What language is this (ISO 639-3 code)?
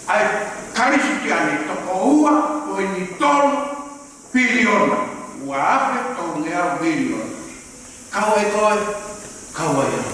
ton